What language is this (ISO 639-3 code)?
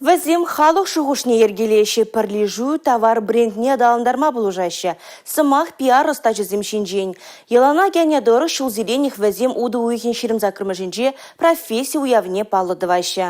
chv